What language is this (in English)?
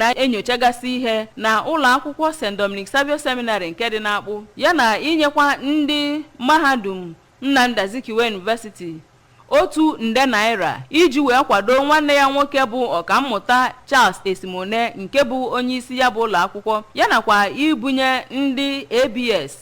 Igbo